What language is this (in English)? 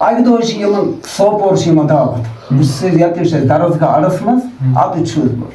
Kashmiri